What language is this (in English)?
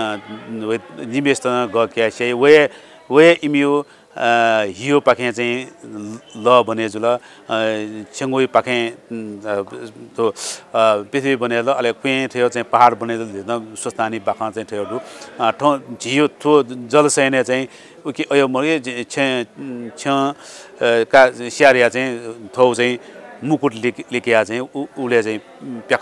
Newari